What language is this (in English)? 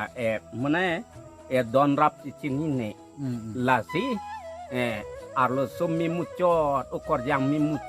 Karbi